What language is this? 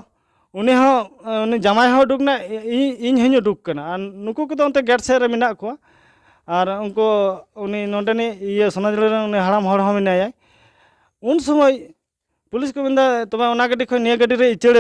Santali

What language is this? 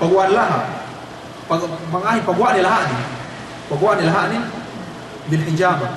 Yakan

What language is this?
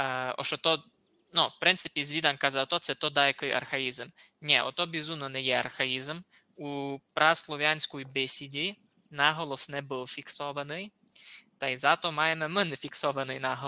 Rusyn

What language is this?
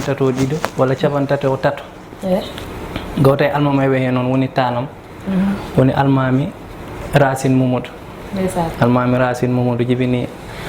Fula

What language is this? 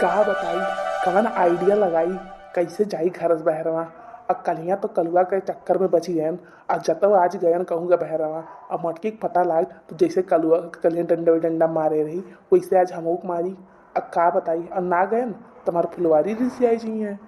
Awadhi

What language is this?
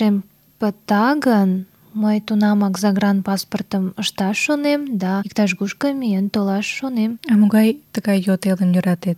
Mari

